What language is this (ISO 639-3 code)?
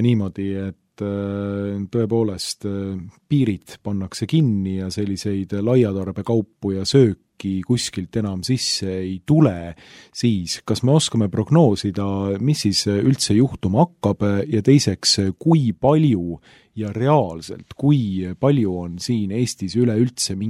est